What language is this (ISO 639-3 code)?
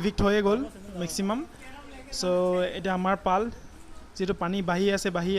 asm